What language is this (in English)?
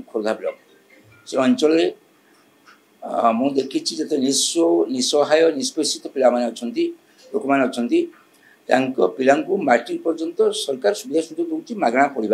Odia